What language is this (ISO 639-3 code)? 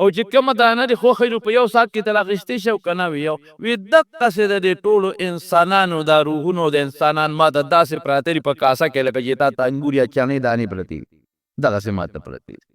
pus